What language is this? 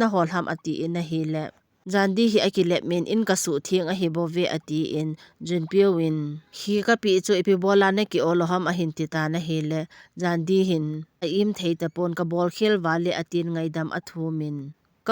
Thado Chin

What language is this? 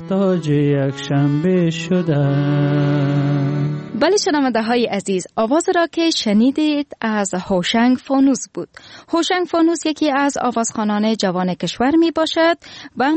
Persian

